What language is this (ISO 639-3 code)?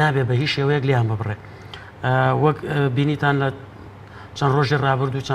ckb